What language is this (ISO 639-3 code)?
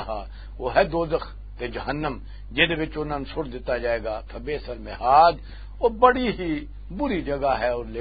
lah